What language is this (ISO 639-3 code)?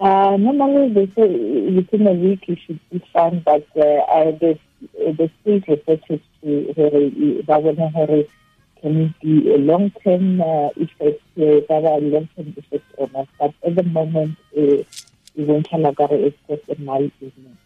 tsn